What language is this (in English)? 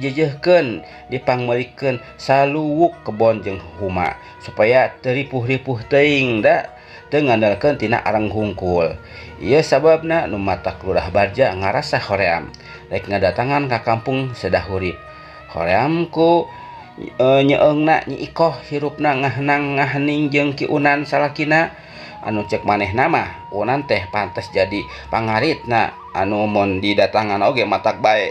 Sundanese